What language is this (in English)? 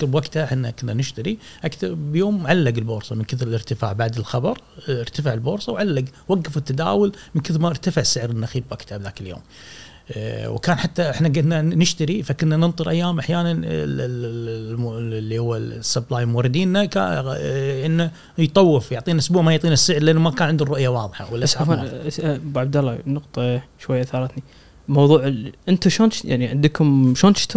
Gulf Arabic